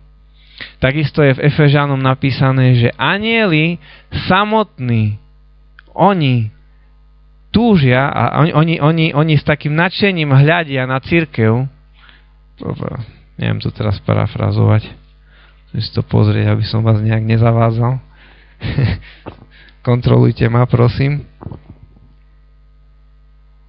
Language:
Slovak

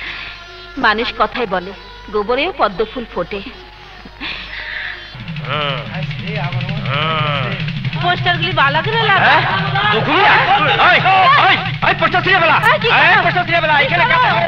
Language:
Bangla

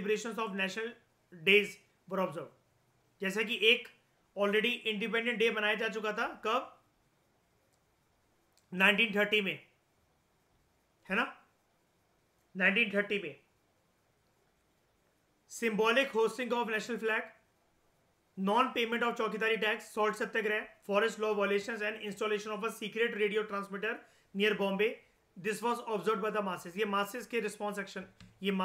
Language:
Hindi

